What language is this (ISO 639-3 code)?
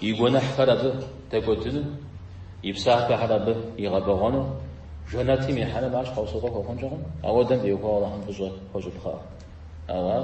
kbd